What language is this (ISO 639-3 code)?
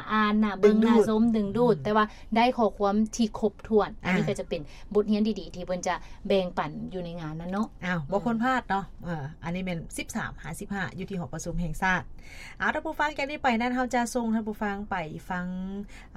lao